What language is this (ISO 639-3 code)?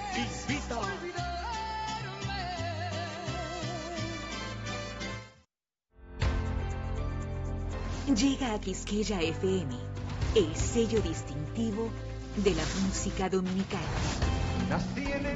spa